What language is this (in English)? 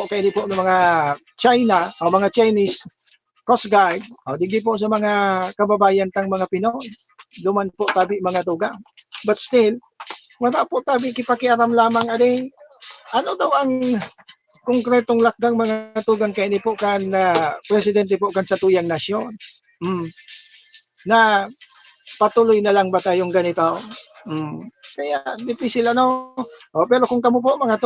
Bikol